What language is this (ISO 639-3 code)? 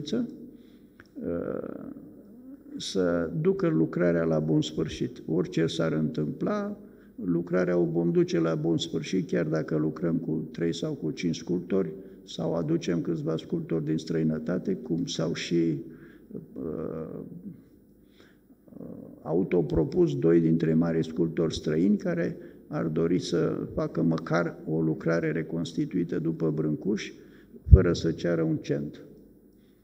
ron